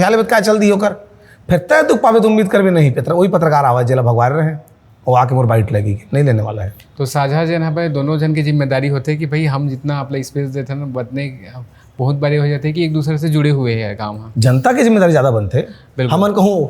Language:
Chhattisgarhi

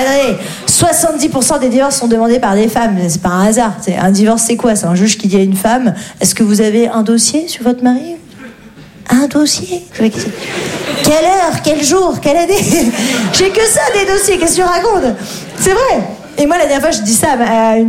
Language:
French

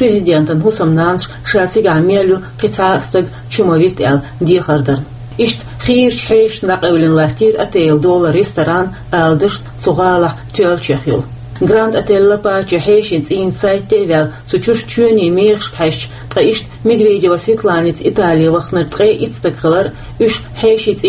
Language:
Chechen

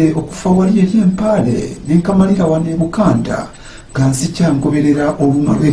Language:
Ganda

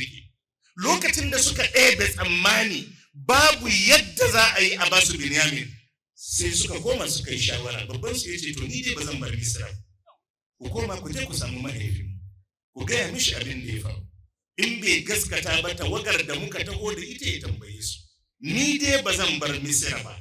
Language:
Hausa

